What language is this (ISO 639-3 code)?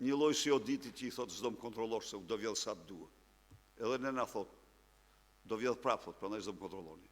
sqi